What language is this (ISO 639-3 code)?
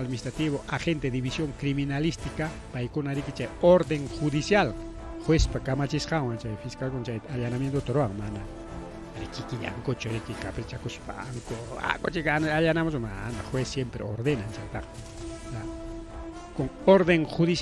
quy